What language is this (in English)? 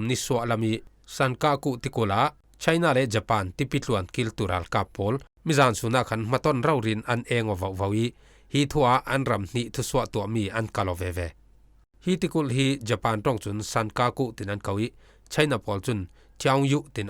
Falam Chin